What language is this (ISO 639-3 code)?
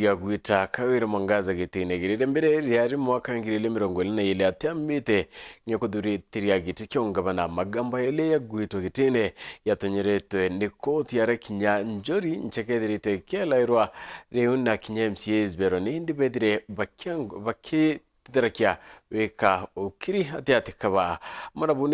mer